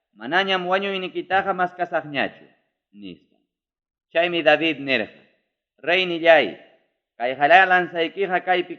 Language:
Ayacucho Quechua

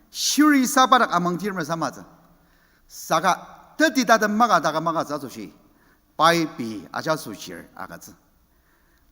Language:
Ao Naga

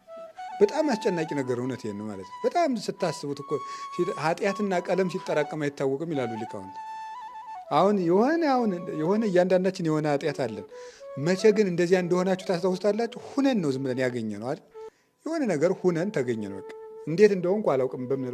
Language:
Amharic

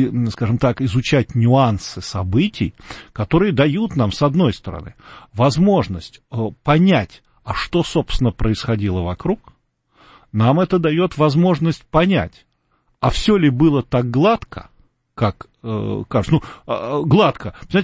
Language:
Russian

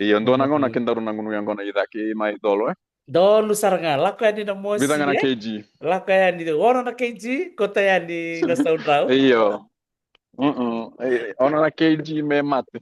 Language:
Fijian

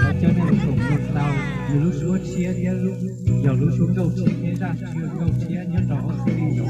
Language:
Hmong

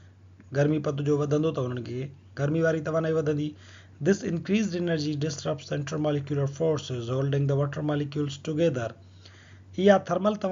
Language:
Sindhi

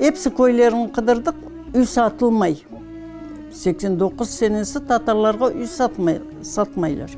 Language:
Crimean Tatar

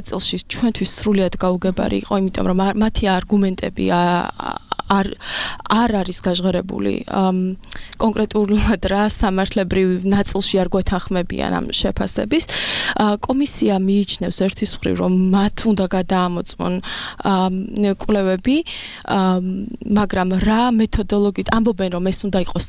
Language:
Georgian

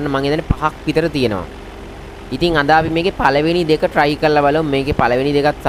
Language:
Sinhala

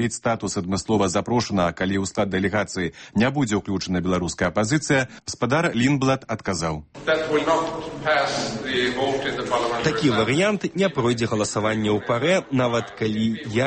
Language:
Belarusian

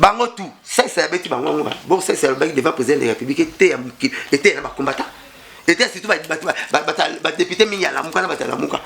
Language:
Lingala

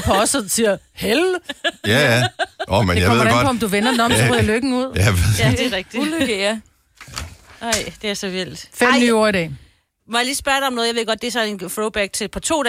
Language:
Danish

